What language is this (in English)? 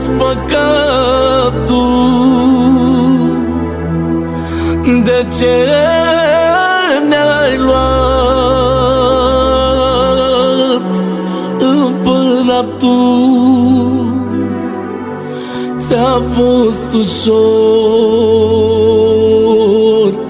Romanian